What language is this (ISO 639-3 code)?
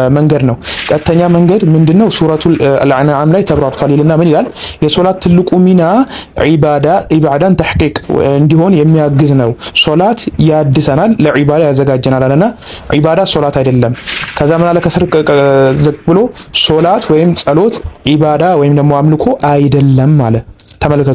amh